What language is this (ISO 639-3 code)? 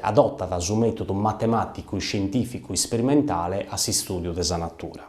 srd